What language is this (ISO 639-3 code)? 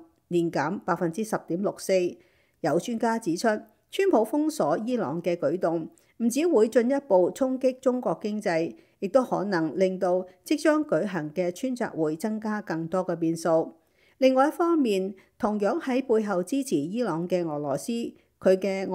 yue